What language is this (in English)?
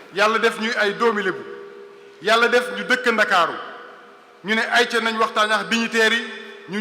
Wolof